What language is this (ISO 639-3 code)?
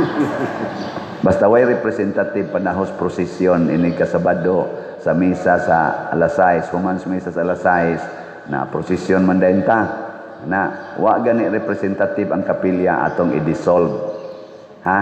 ceb